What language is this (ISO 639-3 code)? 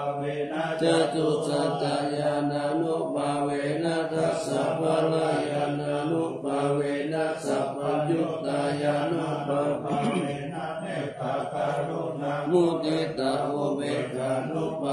pli